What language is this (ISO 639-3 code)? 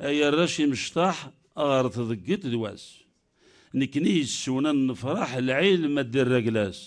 kab